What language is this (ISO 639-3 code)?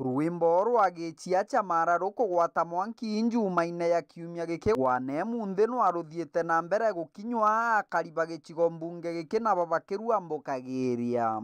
mer